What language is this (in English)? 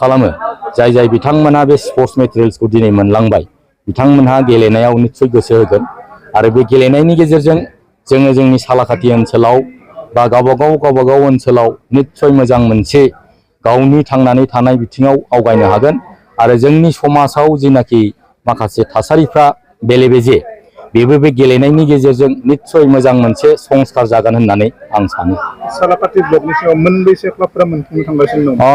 Bodo